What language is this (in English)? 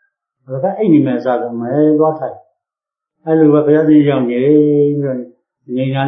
Burmese